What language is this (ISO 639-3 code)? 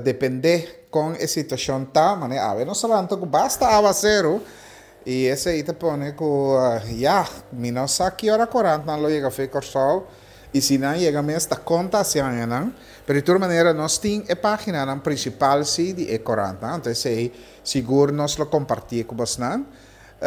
pap